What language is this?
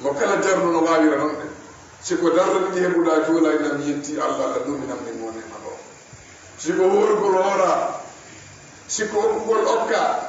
Fula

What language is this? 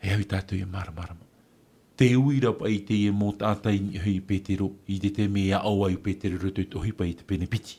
Tahitian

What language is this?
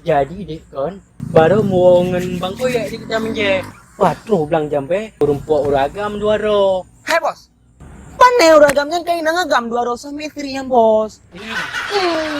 Achinese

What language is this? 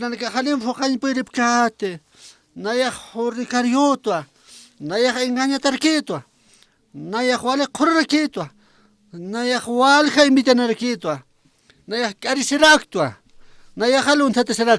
Aymara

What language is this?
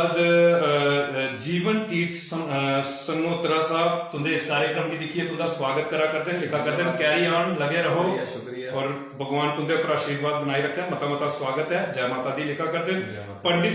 Dogri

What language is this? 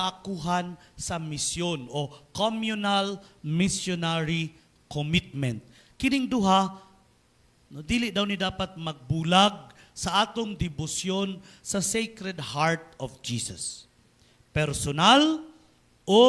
Cebuano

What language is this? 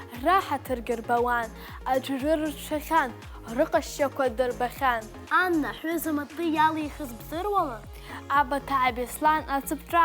Abkhazian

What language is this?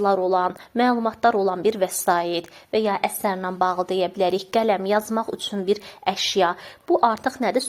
Azerbaijani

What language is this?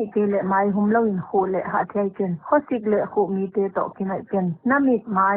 Paite Chin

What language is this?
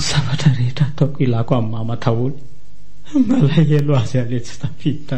Malagasy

